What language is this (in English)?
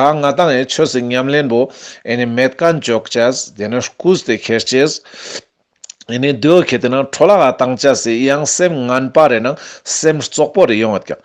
Ladakhi